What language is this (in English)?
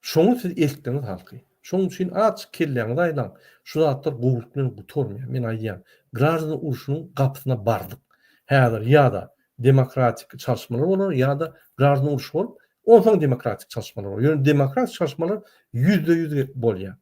Turkmen